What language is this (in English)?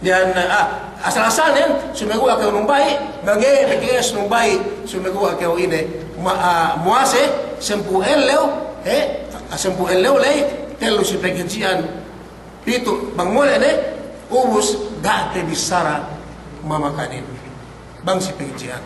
Yakan